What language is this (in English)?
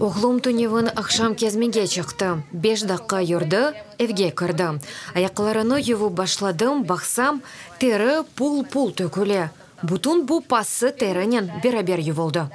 Crimean Tatar